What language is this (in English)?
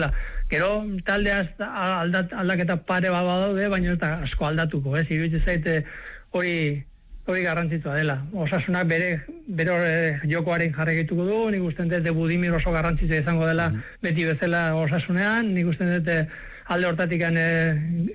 Basque